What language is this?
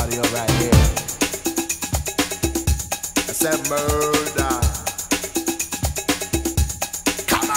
English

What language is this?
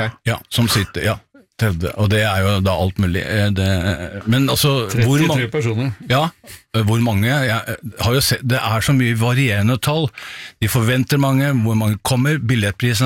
Norwegian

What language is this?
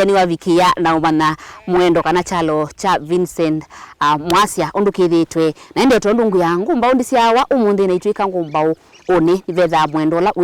Kamba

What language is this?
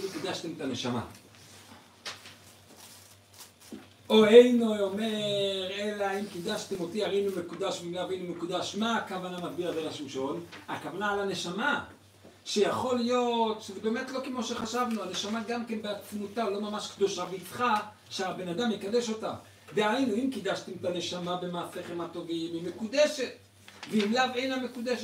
Hebrew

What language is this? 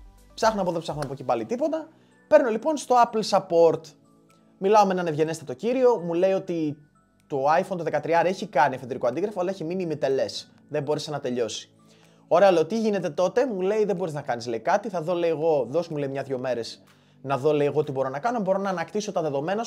Greek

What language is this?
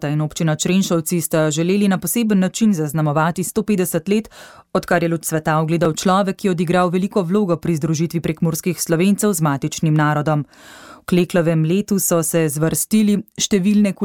Slovenian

